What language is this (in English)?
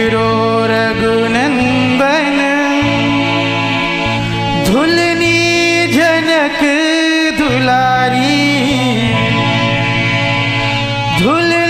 Bhojpuri